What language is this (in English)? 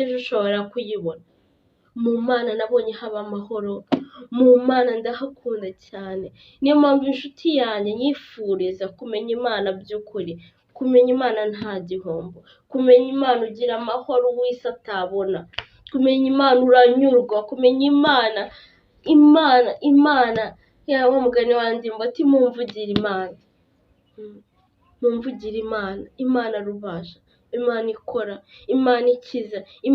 Kinyarwanda